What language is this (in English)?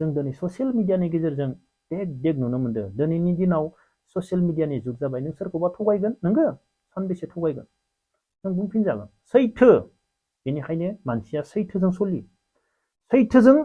Bodo